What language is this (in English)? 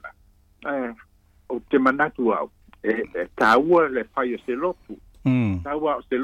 Samoan